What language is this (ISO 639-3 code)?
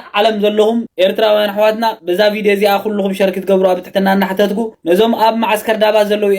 tir